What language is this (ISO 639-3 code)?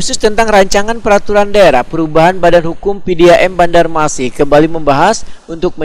bjn